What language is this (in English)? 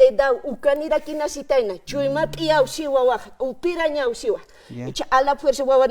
Aymara